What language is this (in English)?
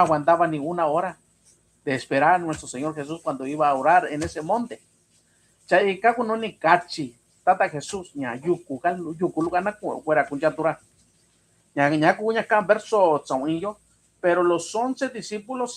Mixtepec Mixtec